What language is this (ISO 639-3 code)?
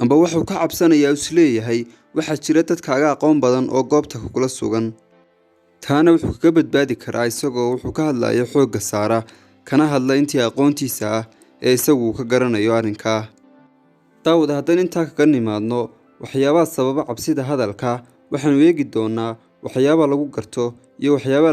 som